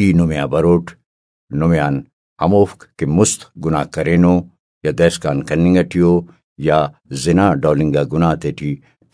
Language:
Brahui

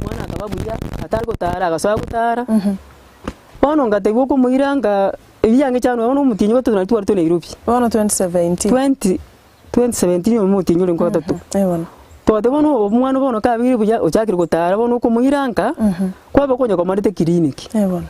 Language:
Gusii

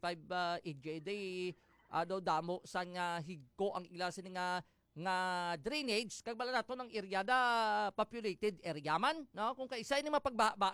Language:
Hiligaynon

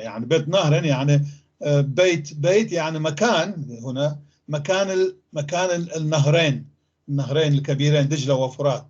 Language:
North Levantine Arabic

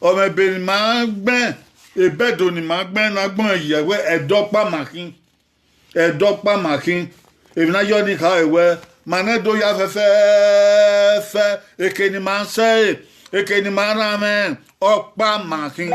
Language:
Bini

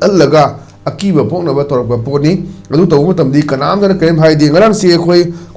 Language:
Manipuri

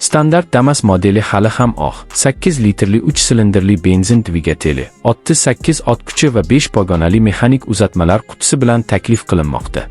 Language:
Uzbek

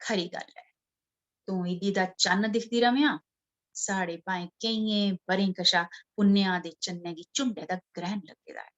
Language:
Dogri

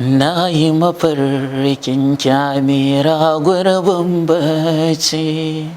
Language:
Hausa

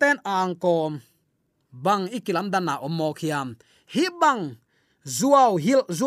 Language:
Tedim Chin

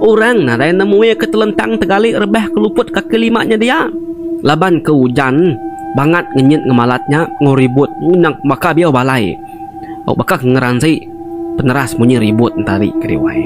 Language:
Iban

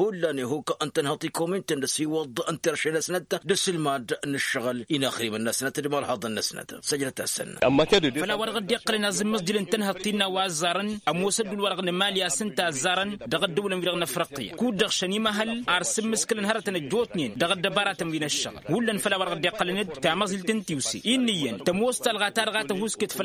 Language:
Tamasheq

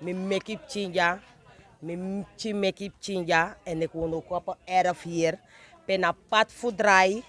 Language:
Sranan Tongo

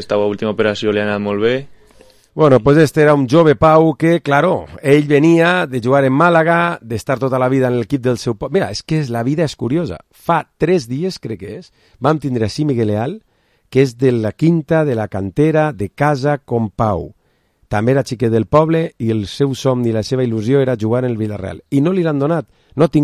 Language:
Catalan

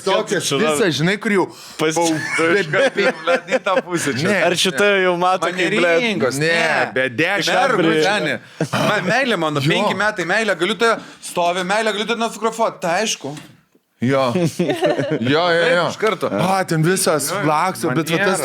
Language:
Lithuanian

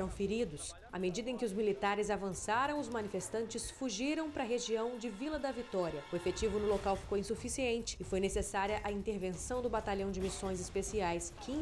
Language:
Portuguese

